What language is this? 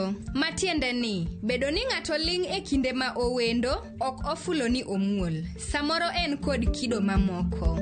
Luo (Kenya and Tanzania)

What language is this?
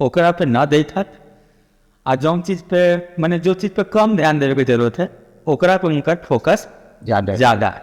Magahi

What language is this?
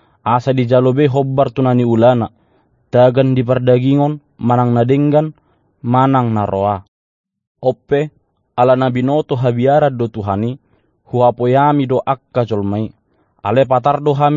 Batak Toba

